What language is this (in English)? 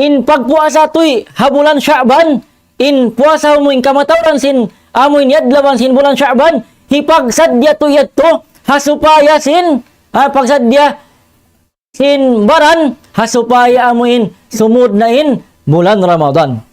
Tausug